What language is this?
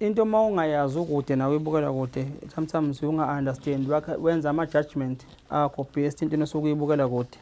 Zulu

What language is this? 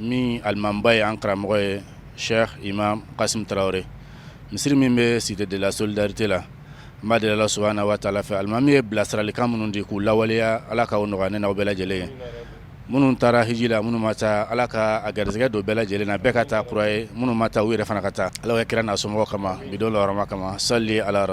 Bambara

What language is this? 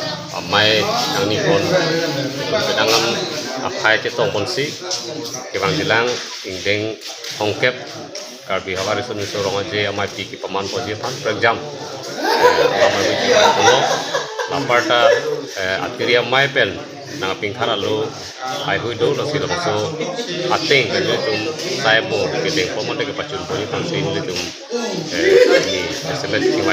Karbi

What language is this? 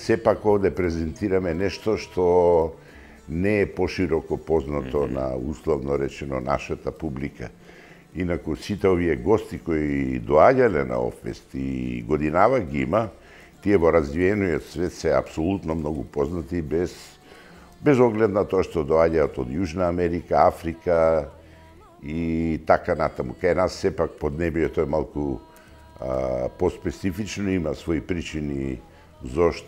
Macedonian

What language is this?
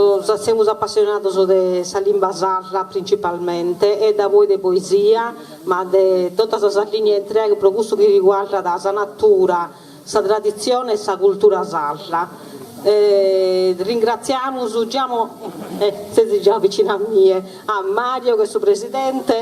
Sardinian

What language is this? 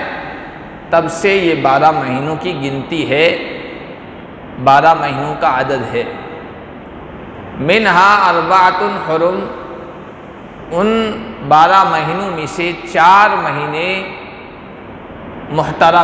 Urdu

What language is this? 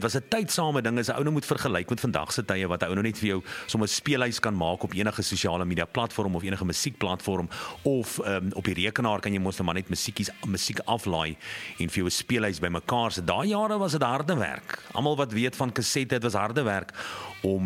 Afrikaans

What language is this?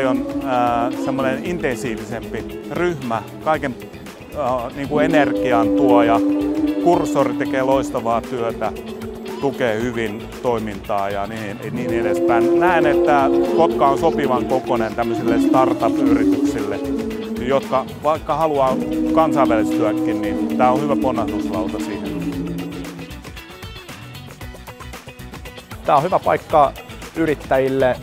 Finnish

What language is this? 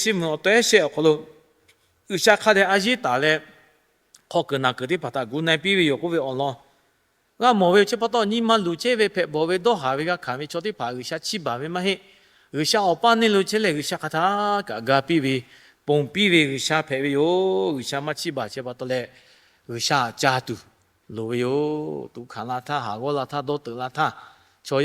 Lahu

